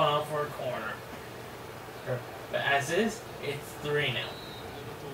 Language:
English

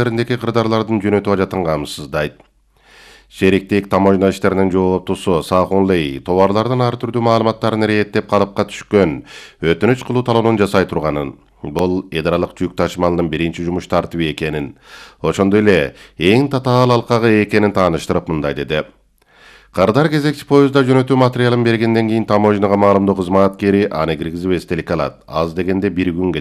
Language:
Kyrgyz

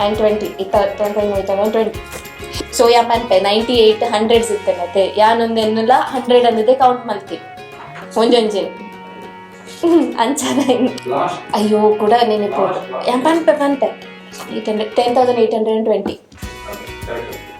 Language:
Tulu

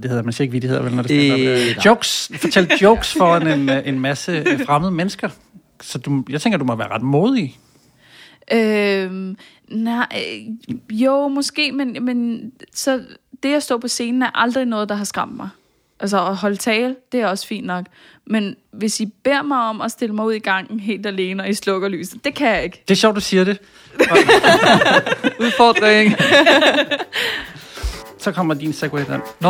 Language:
Danish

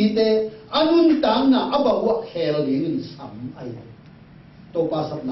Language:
Tedim Chin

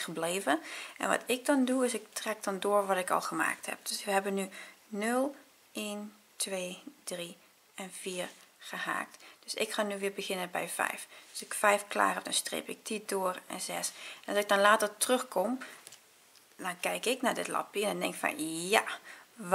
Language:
Dutch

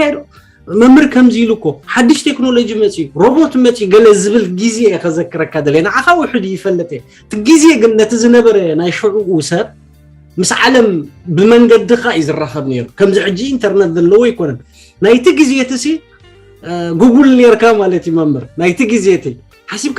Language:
Tigrinya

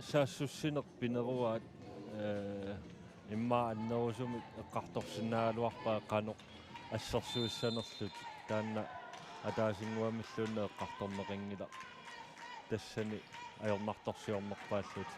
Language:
Kalaallisut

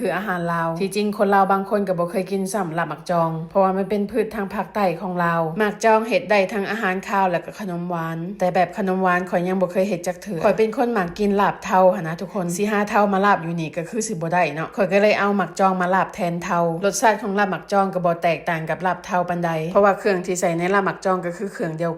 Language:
Lao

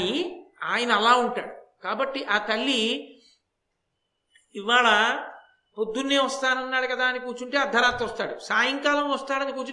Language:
Telugu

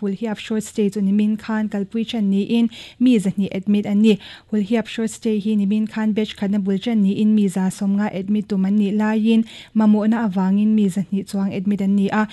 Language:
Mizo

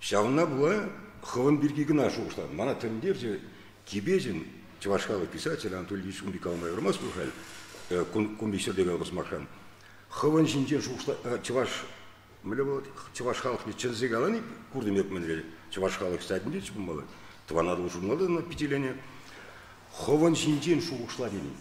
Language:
Chuvash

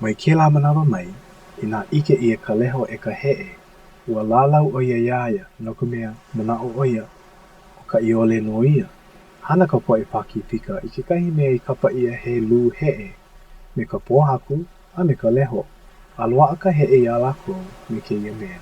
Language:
Hawaiian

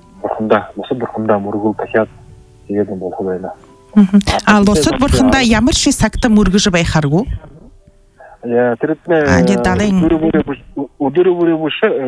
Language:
Buriat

